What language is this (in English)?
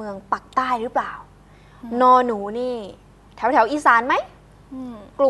Thai